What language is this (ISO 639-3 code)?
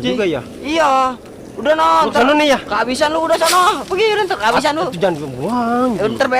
bew